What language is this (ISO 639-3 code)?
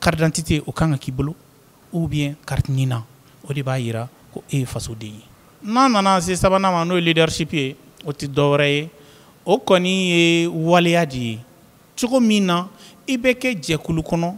bam